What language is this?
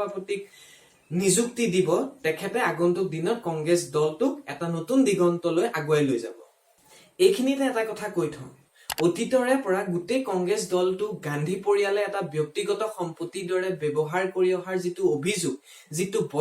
Assamese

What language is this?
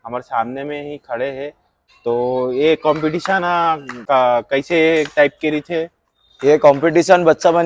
Chhattisgarhi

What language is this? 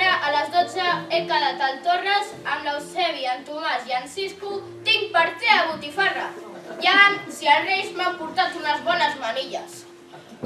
Catalan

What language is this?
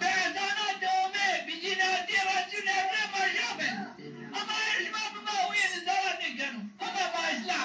Zaza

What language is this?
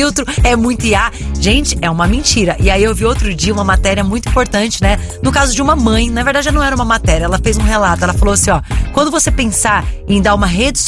Portuguese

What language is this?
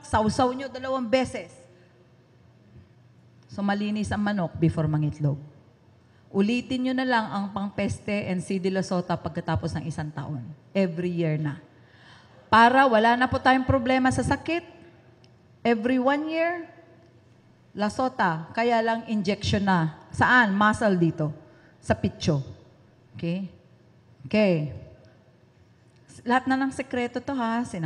Filipino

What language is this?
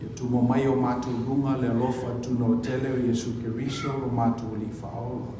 Samoan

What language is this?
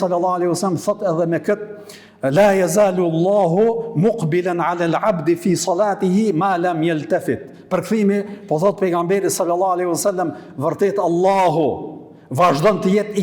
Albanian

